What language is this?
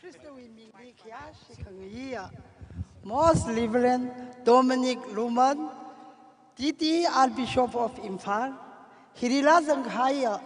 Tangkhul Naga (India)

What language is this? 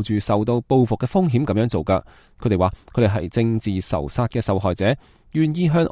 Cantonese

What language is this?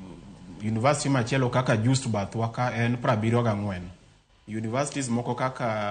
Luo (Kenya and Tanzania)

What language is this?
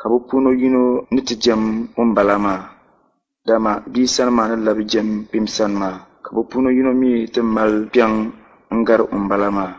Dagbani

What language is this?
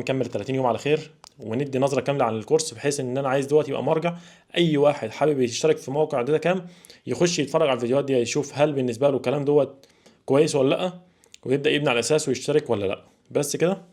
Egyptian Arabic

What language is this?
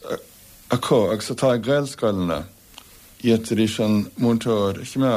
Irish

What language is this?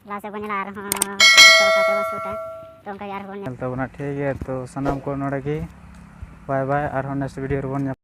Santali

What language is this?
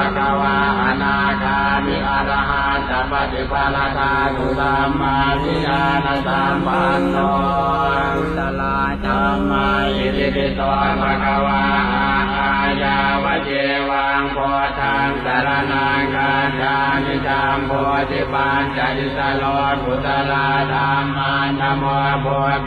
Pali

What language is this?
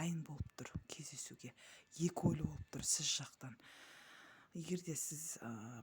Kazakh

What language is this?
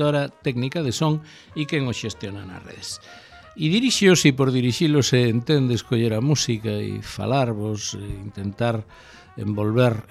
Galician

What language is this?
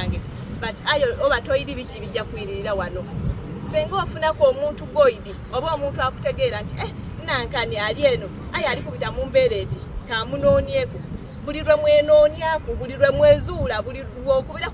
Soga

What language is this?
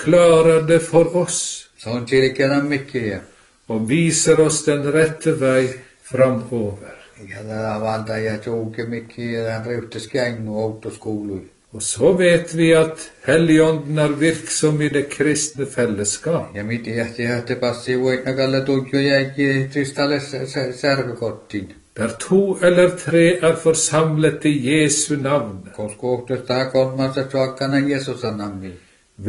Norwegian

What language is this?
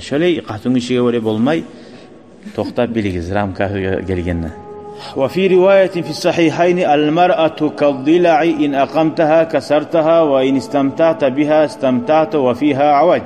Kumyk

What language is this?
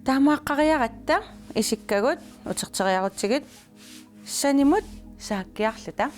Kalaallisut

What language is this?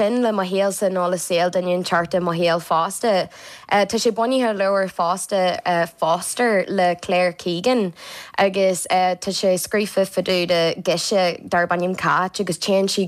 Irish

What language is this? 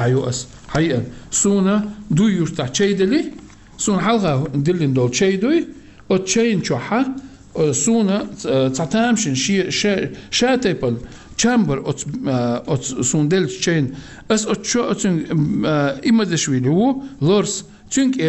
Chechen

